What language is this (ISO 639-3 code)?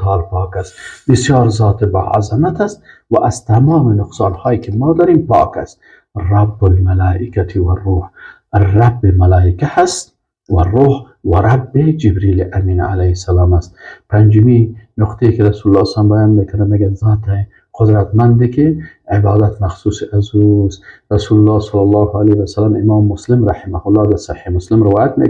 fas